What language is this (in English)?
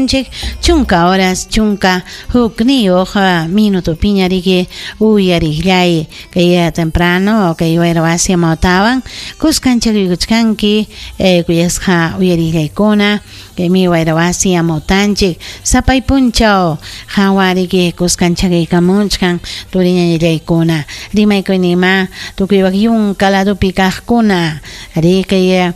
Ayacucho Quechua